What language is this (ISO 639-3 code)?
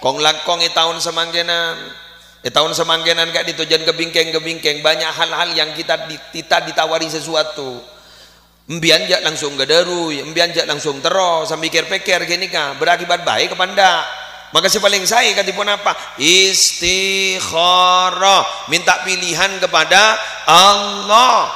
mad